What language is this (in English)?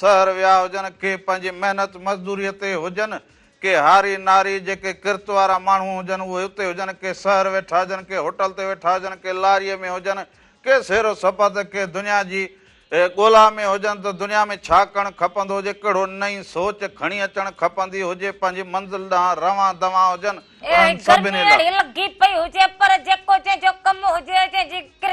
Sindhi